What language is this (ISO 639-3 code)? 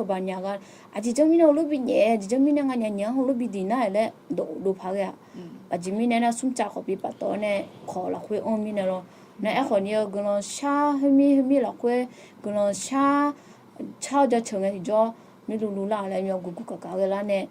ahk